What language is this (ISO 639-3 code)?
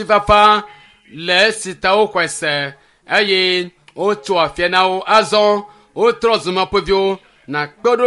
ewe